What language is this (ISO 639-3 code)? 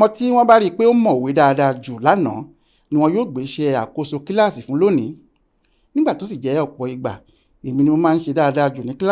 yor